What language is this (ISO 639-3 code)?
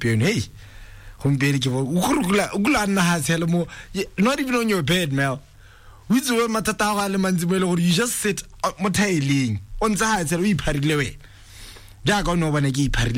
tsn